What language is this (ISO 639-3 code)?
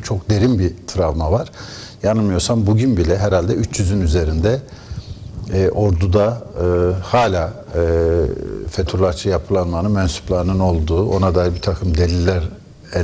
tur